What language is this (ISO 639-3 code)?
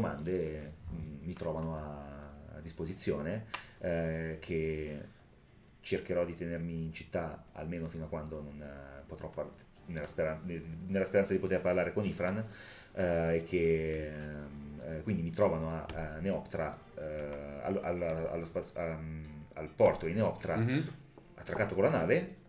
ita